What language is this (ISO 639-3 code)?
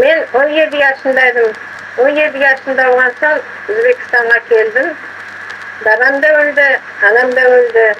crh